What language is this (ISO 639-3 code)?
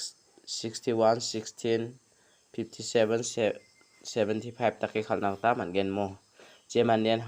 grt